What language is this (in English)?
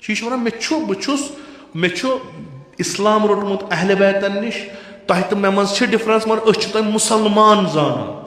Kashmiri